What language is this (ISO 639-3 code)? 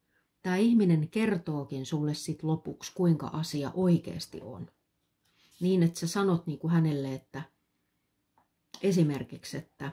fin